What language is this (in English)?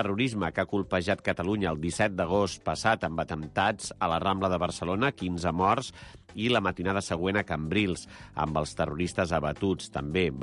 Catalan